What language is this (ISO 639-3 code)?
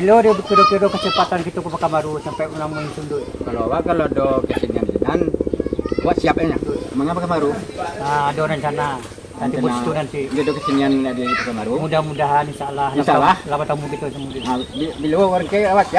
min